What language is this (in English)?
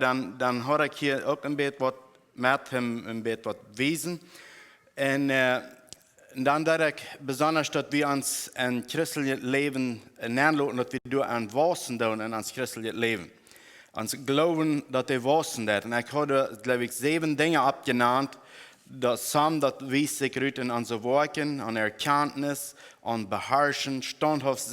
Plautdietsch